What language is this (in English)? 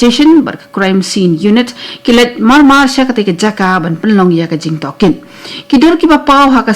Khasi